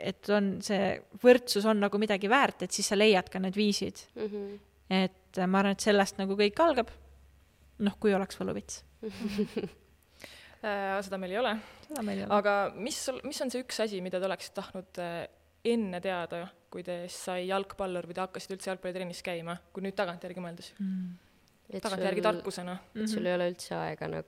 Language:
Estonian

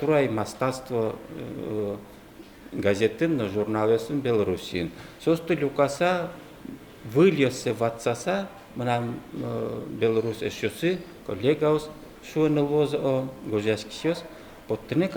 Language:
Udmurt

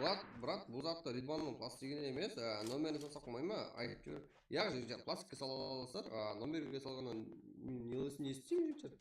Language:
Kara-Kalpak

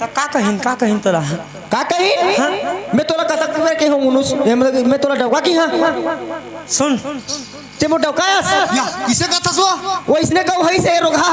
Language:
Chhattisgarhi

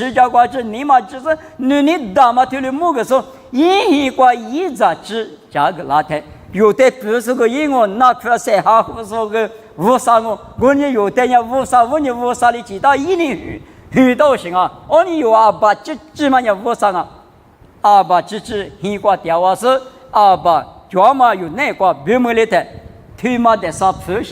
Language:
Lisu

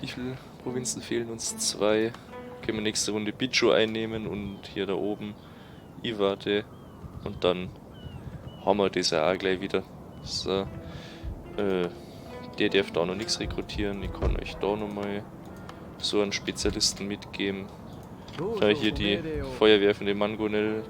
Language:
Bavarian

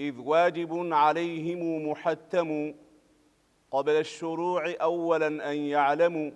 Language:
Pashto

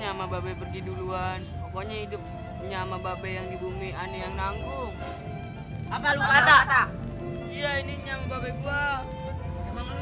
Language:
Betawi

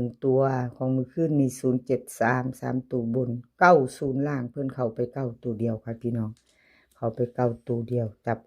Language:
Northeastern Thai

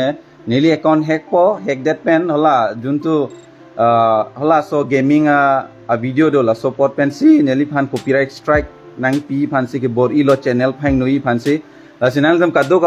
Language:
Karbi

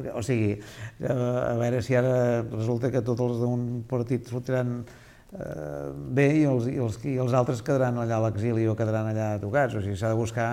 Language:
Catalan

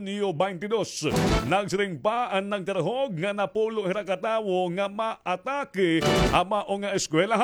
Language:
Waray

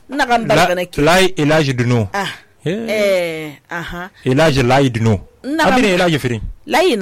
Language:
Susu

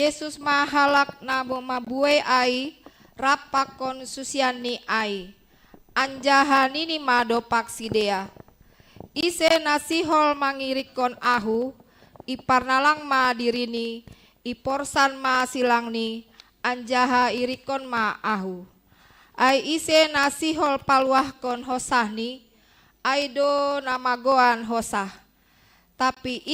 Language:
Batak Simalungun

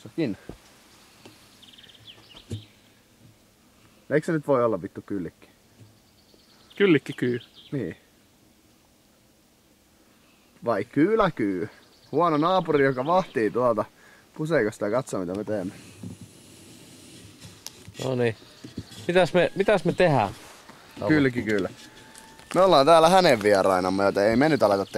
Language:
Finnish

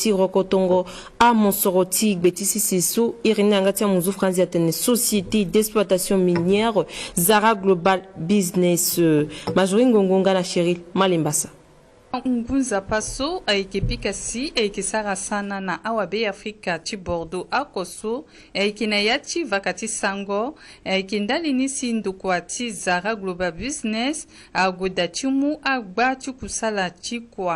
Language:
Sango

